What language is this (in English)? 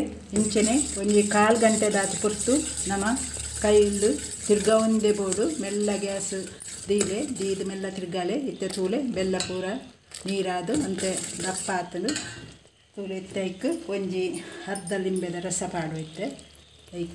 Tulu